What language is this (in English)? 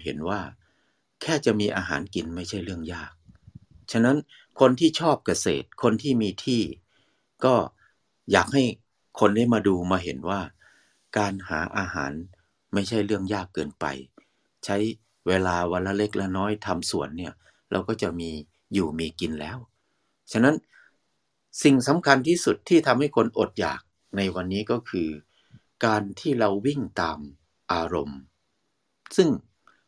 Thai